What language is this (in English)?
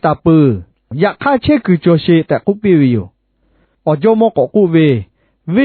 Lahu